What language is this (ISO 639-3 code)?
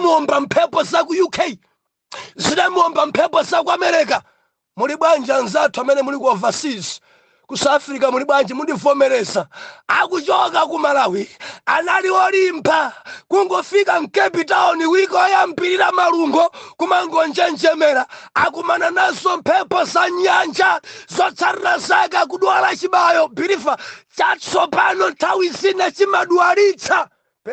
nya